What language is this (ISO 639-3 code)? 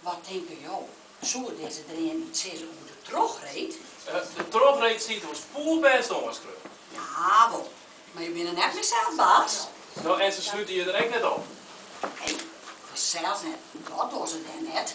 fry